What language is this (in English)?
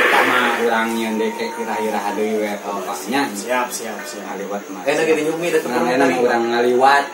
Sundanese